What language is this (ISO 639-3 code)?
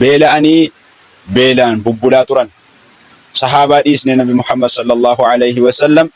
orm